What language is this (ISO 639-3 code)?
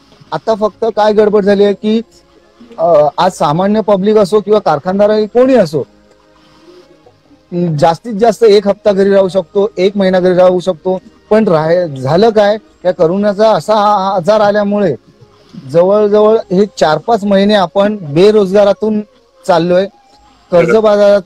mar